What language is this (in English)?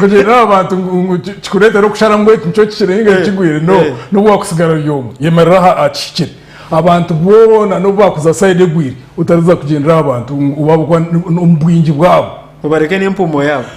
Nyankole